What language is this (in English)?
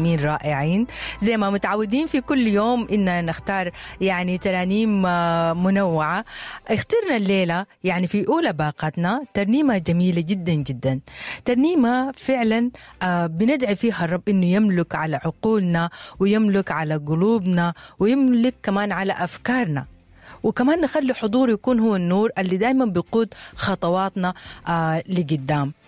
Sudanese Arabic